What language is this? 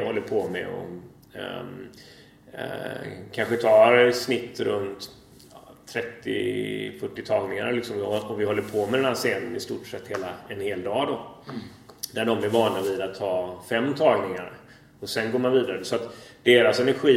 Swedish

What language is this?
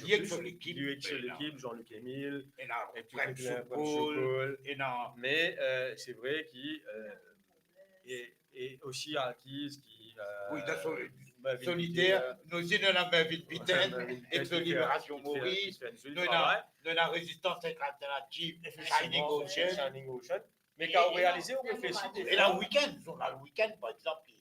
Morisyen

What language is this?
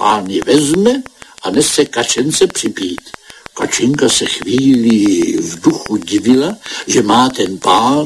Czech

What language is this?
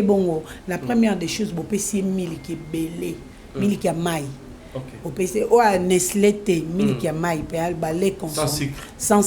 Lingala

